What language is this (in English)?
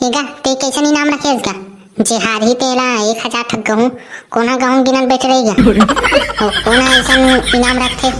Chhattisgarhi